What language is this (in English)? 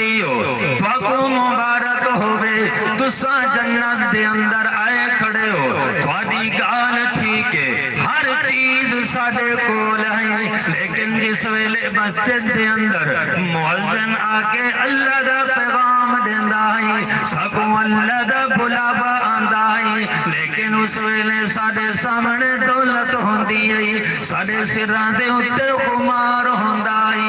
Saraiki